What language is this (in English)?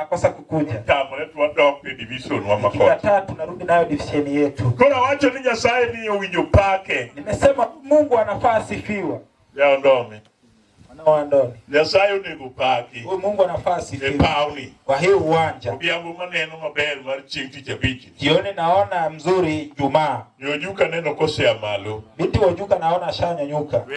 Luo (Kenya and Tanzania)